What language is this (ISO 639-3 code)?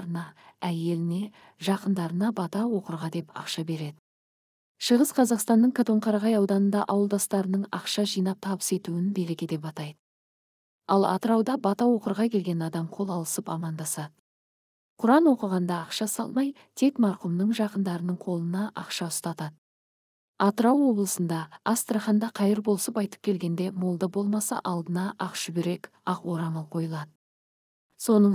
kaz